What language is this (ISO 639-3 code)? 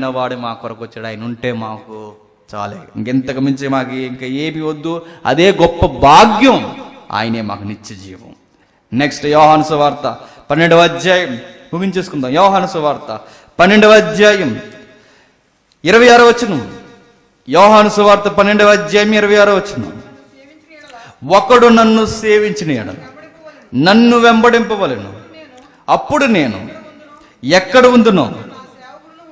tel